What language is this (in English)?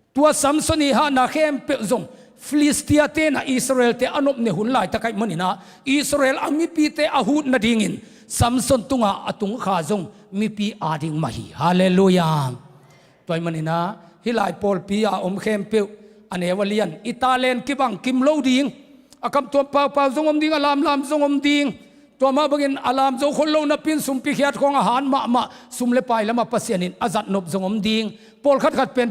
Tedim Chin